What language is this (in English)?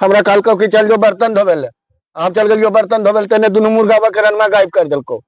Magahi